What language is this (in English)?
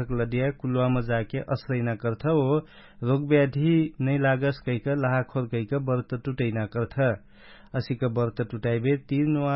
Dangaura Tharu